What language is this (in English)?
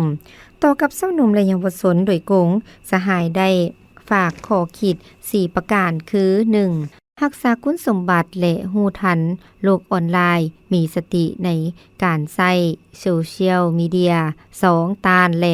Lao